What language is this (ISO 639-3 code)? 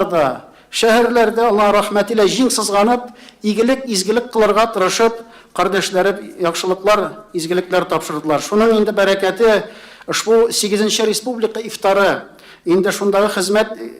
tat